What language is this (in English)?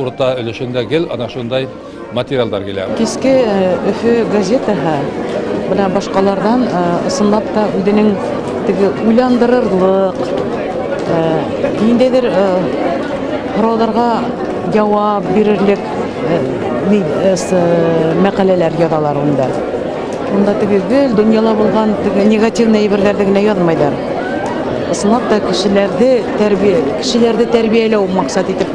Bashkir